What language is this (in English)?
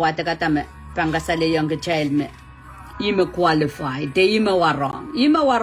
Pohnpeian